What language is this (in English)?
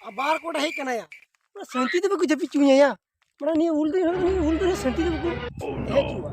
Santali